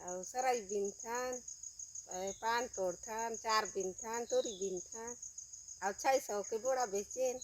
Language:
Chhattisgarhi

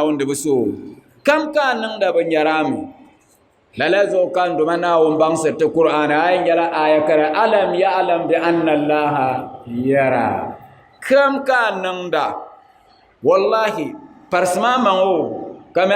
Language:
Dagbani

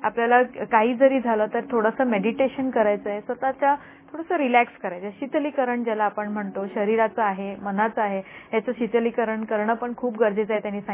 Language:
Marathi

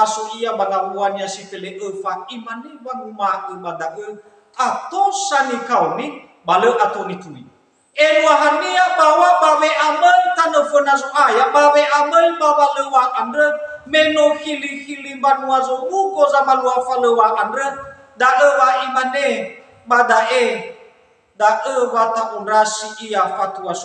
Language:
Nias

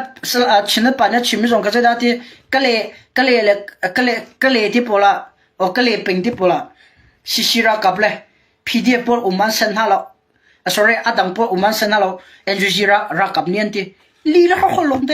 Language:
Hakha Chin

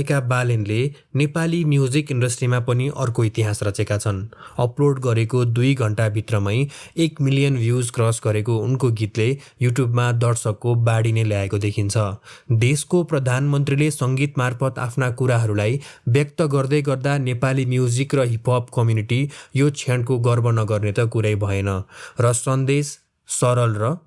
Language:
Nepali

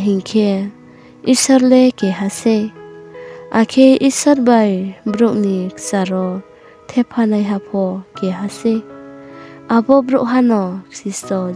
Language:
Riang (India)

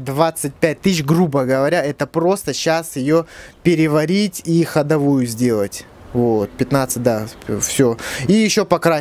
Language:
Russian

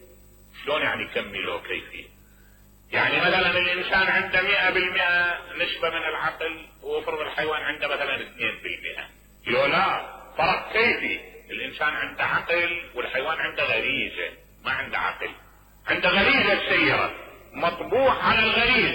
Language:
Mesopotamian Arabic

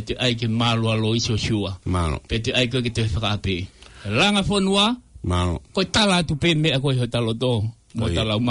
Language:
Tongan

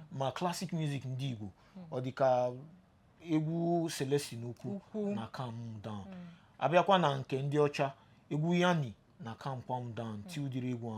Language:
Igbo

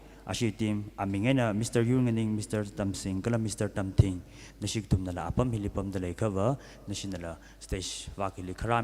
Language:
Tangkhul Naga (India)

